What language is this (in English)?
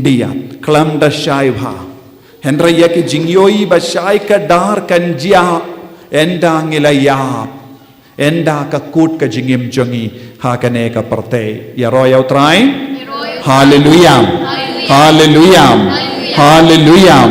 Khasi